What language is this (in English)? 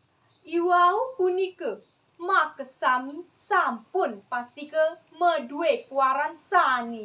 Balinese